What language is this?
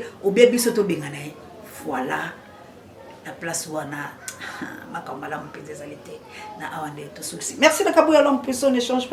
Lingala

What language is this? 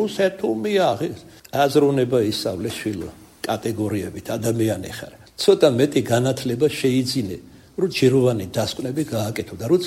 Georgian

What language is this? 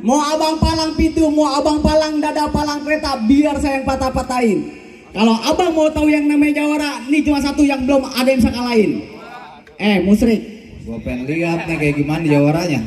Betawi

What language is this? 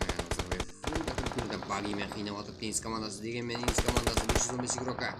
Kara-Kalpak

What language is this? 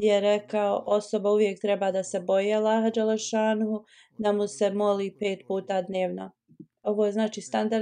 Bosnian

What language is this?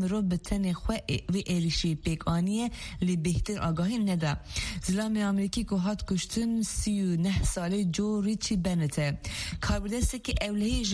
Kurdish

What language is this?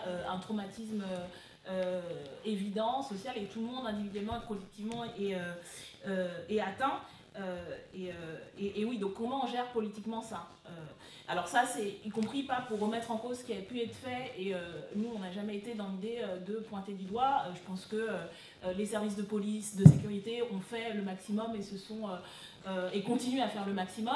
French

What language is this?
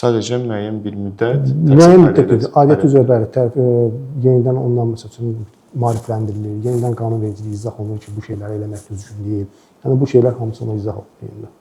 Azerbaijani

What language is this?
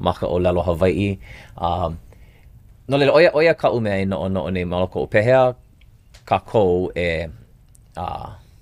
Hawaiian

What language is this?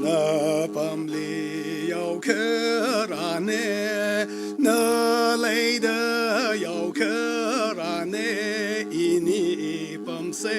Tangkhul Naga (India)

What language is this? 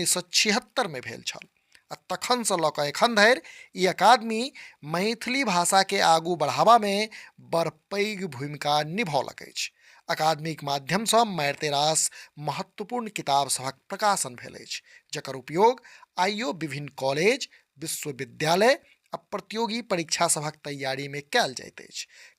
Maithili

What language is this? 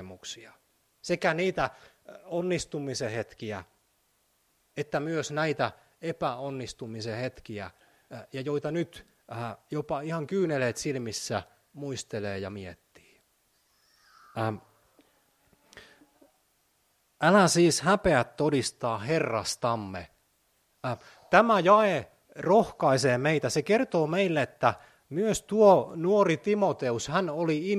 Finnish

